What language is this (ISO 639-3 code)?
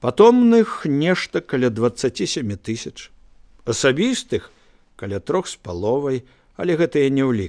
bel